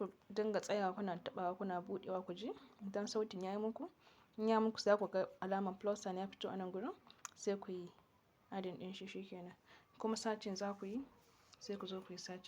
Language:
Hausa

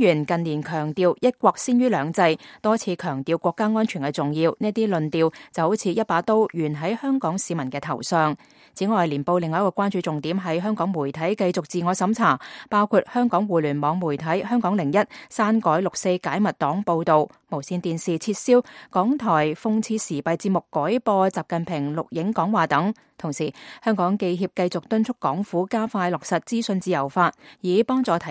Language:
Cantonese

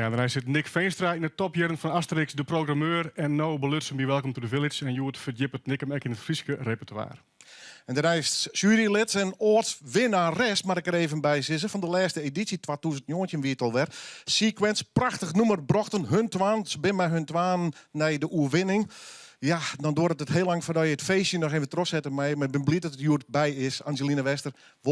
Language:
Western Frisian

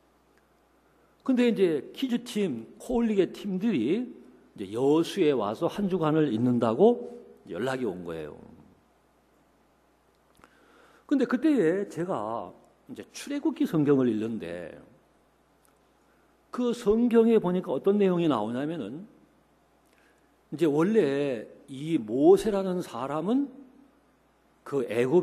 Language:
Korean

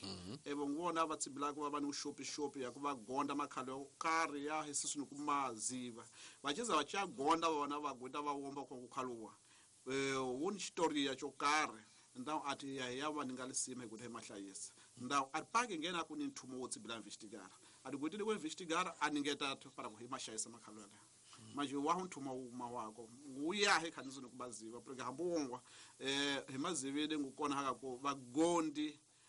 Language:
Tsonga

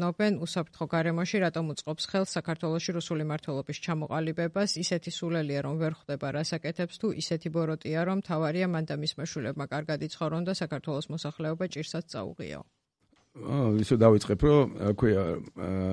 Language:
Georgian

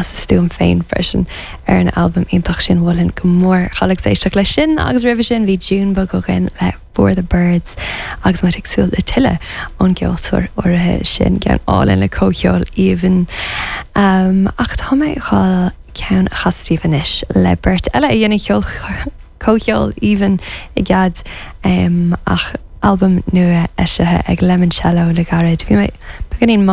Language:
Irish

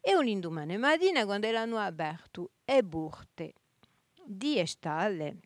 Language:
Corsican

